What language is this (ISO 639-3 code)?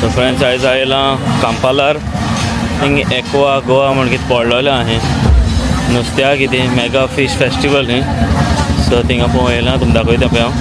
kok